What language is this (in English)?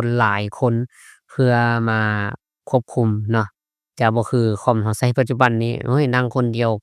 Lao